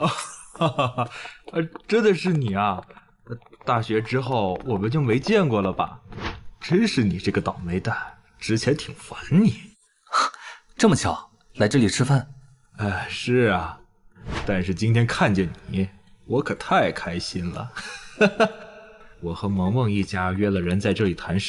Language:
Chinese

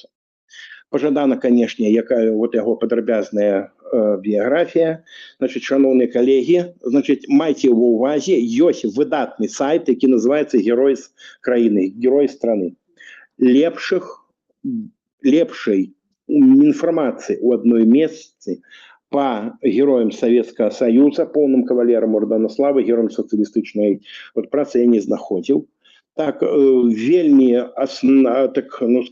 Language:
Belarusian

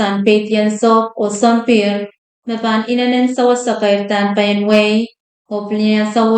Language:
Pohnpeian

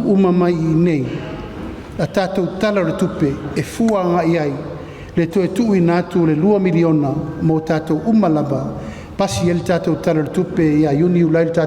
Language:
Samoan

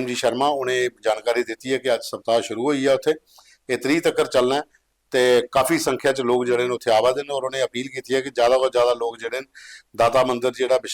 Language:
Dogri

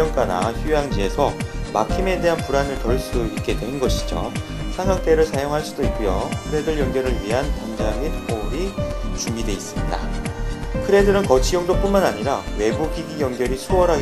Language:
Korean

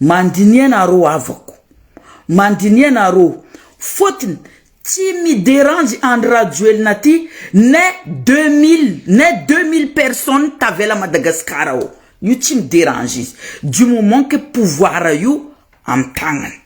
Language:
Malagasy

